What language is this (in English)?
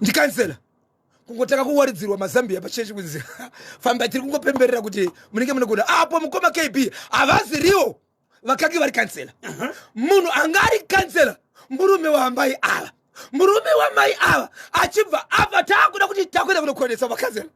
Shona